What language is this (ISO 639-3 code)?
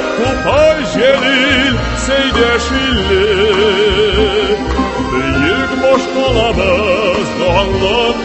tat